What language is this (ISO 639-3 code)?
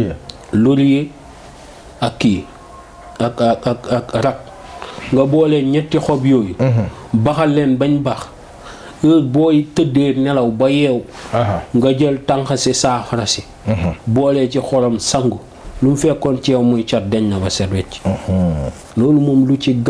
wol